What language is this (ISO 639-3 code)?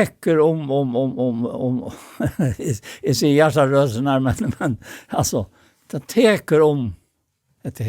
fao